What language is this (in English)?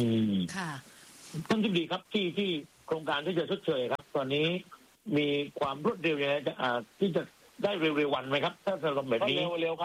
Thai